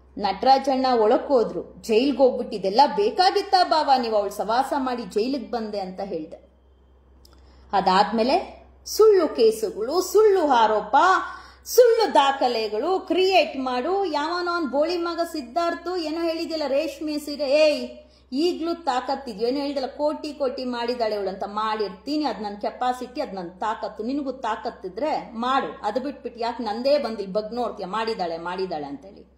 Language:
Kannada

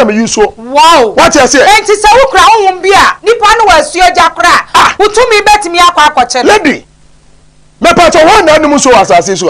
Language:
Akan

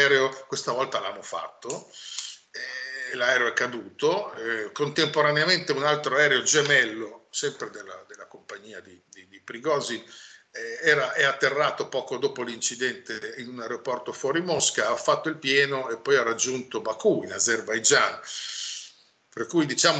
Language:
Italian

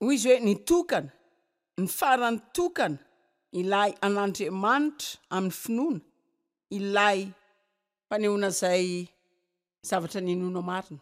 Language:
Malagasy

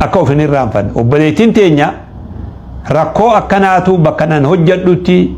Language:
Oromo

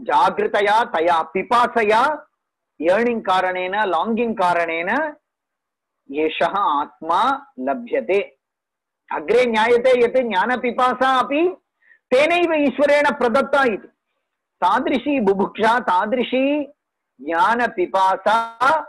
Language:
Sanskrit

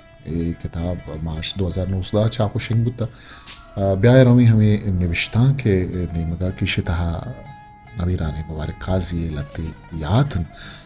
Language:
Eastern Balochi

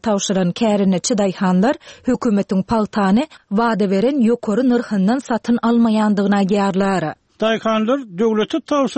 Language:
Turkmen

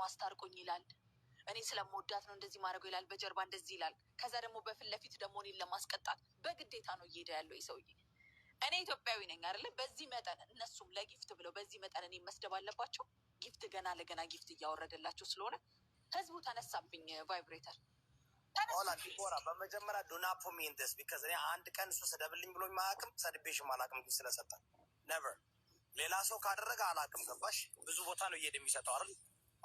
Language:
Amharic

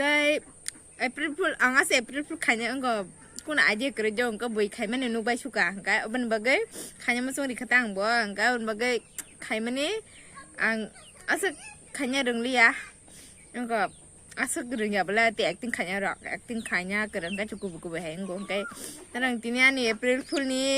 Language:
Kok Borok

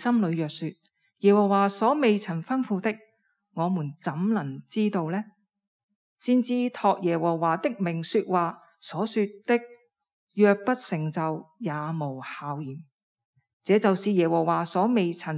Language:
Cantonese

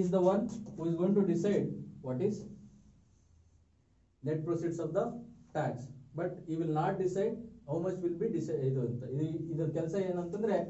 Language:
Kannada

